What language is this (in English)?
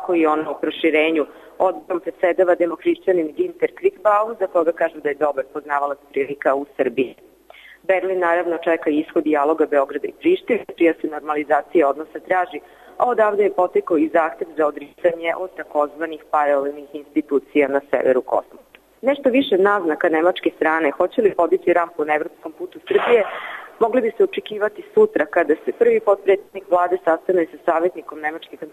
Serbian